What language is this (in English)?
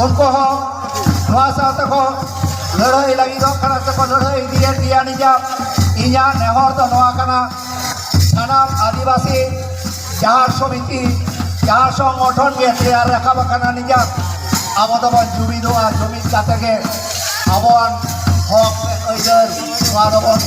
Santali